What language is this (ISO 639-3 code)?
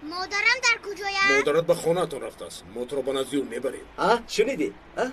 tgk